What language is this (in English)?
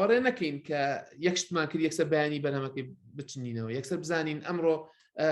Central Kurdish